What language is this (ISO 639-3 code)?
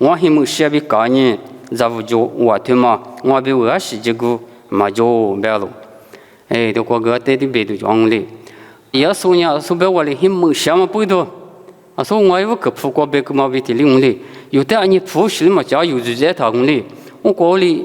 lis